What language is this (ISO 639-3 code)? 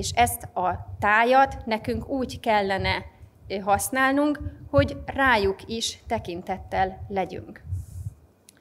hun